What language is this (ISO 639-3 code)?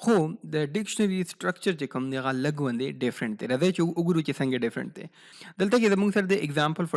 pus